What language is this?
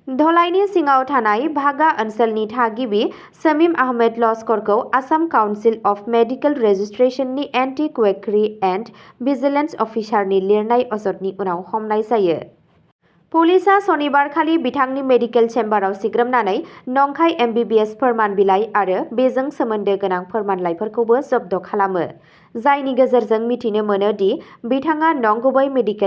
Bodo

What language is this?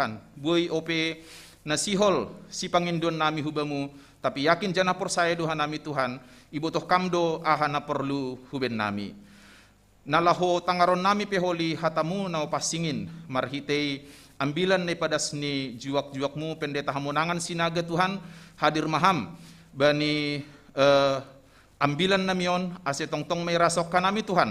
Batak Simalungun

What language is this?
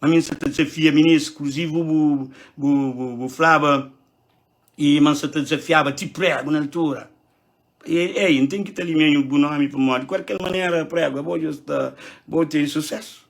Kabuverdianu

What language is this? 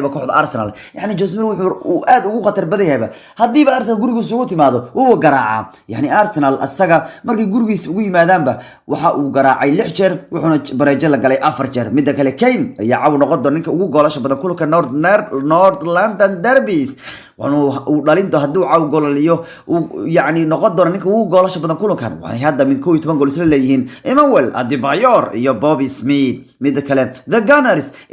Somali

